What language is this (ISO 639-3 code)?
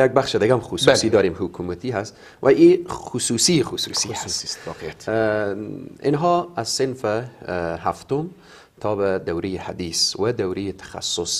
fas